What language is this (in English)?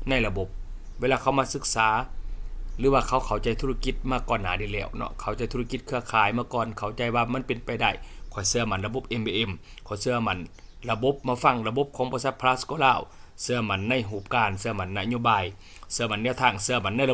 Lao